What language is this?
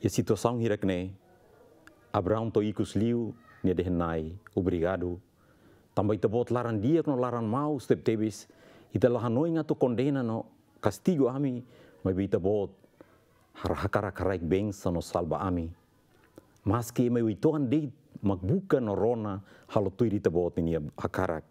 Tetum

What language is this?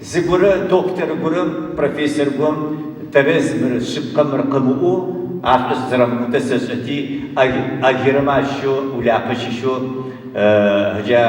Adyghe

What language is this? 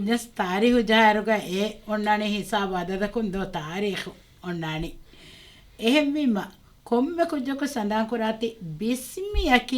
Divehi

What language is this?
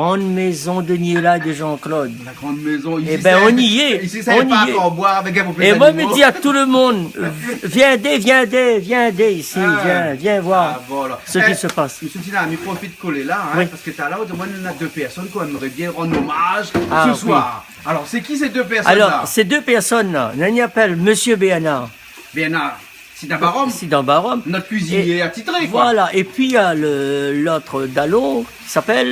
Réunion Creole French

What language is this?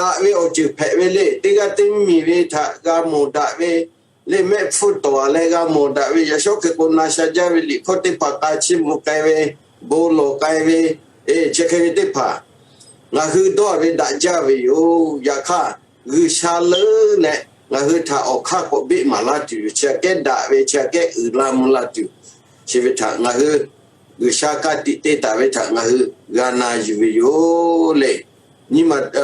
Lahu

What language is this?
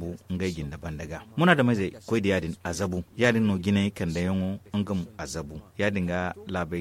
Zarma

